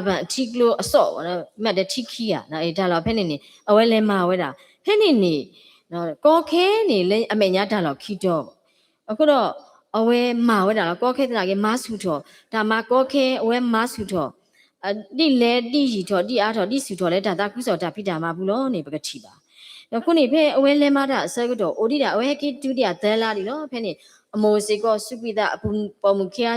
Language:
S'gaw Karen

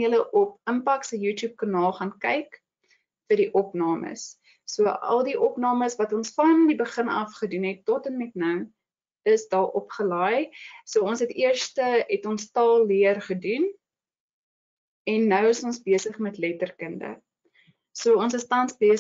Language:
Afrikaans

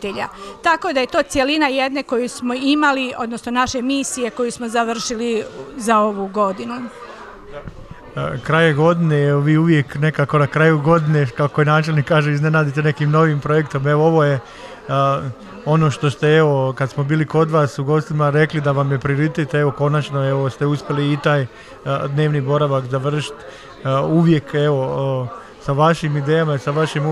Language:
Croatian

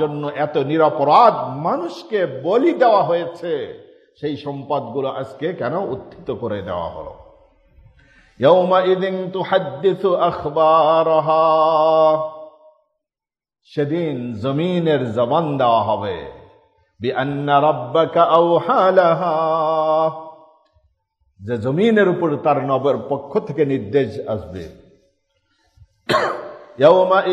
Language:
Bangla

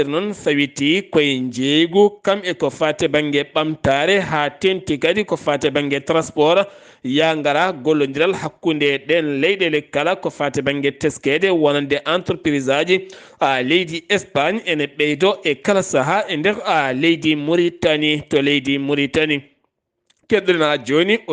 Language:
Fula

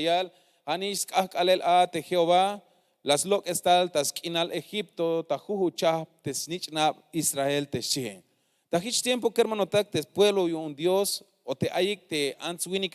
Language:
Tzeltal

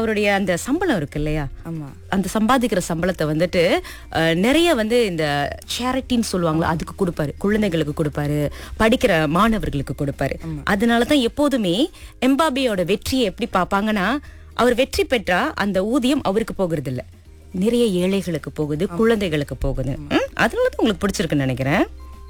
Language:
Tamil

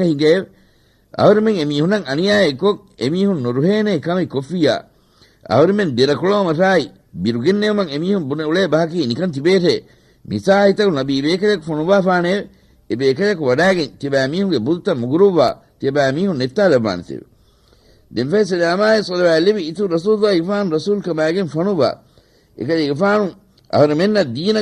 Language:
Divehi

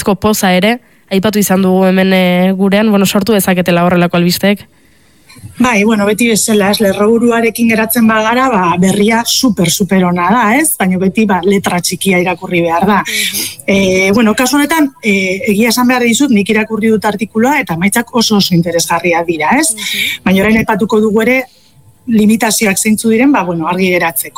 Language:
Basque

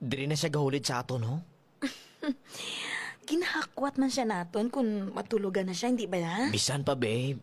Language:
Hiligaynon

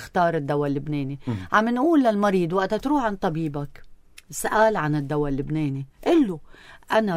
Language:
North Levantine Arabic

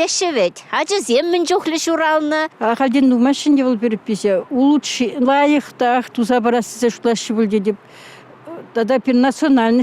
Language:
Chuvash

